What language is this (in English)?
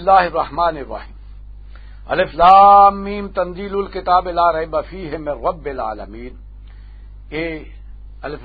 Western Panjabi